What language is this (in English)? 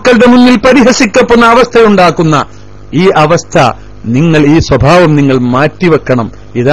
Malayalam